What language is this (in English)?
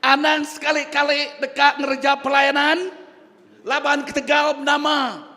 Iban